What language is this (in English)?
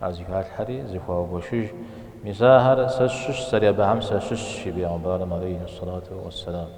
Kabardian